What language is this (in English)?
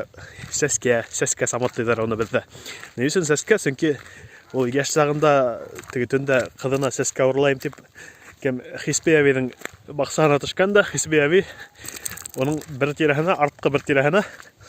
Bashkir